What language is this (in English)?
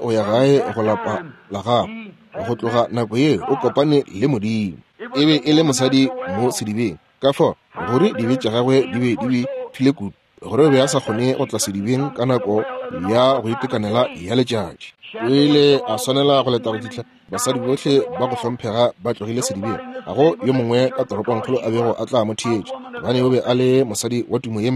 Northern Sotho